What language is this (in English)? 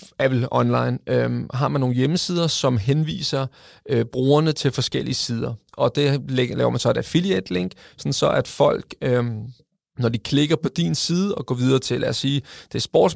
Danish